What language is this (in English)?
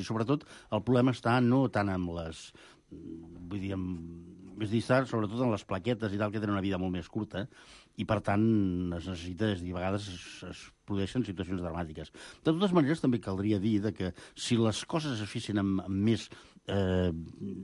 Catalan